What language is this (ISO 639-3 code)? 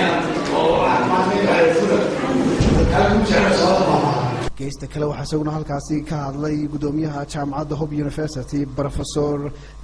som